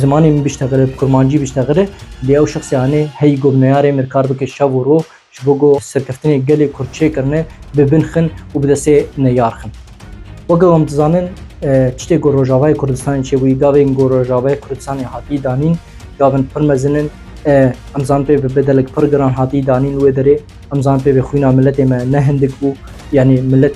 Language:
Kurdish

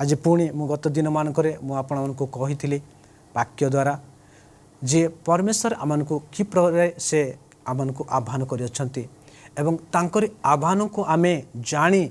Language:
Odia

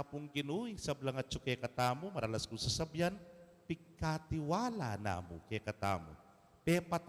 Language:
Pampanga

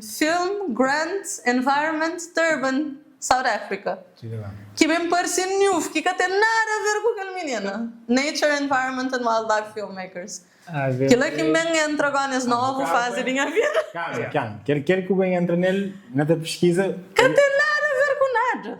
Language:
Kabuverdianu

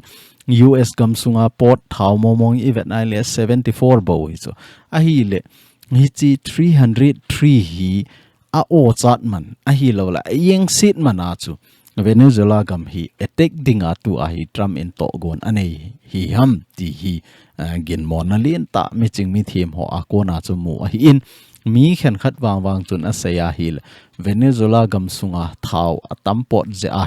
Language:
Thado Chin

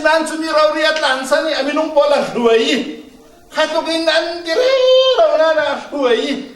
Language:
Falam Chin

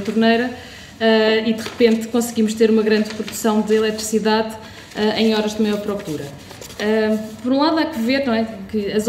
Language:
Portuguese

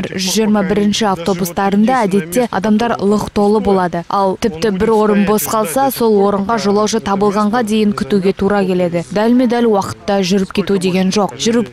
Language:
Kazakh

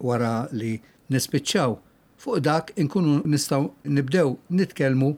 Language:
Maltese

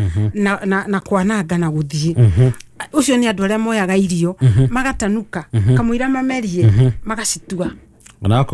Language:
Kikuyu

